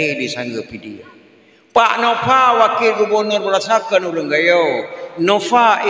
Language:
Achinese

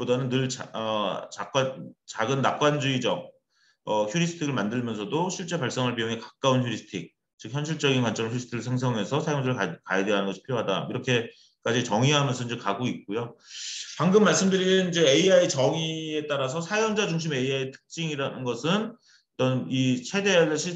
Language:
Korean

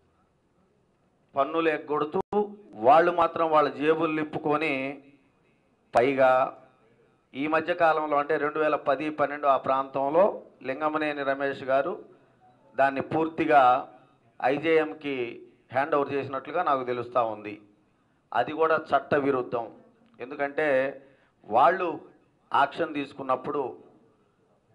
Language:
Telugu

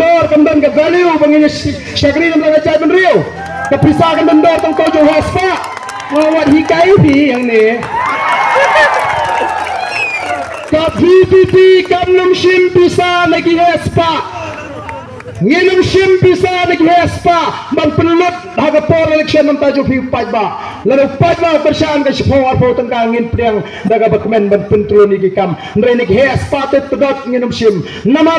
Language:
Khasi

